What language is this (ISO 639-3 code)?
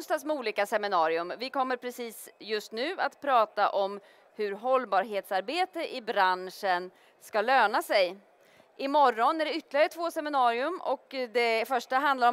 swe